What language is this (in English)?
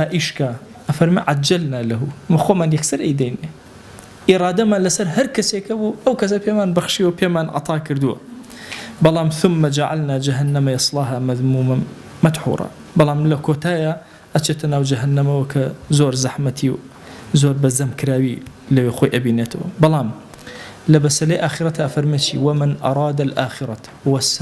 Central Kurdish